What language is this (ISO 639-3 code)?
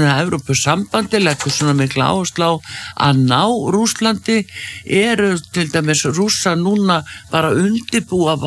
isl